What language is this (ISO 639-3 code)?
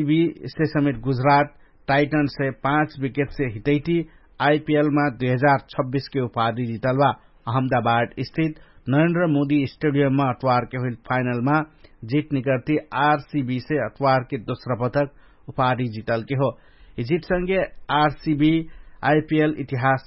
thl